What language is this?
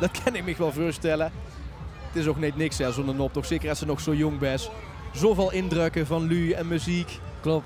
Limburgish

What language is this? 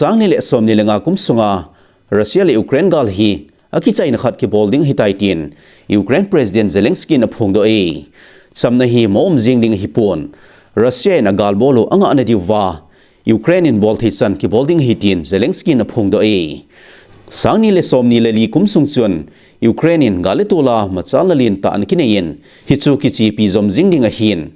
Thado Chin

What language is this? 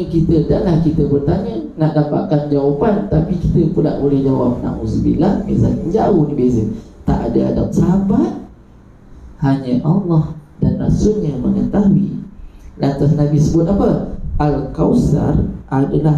Malay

